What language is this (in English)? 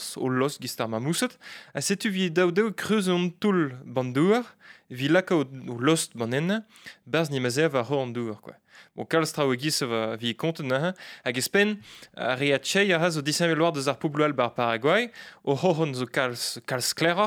Breton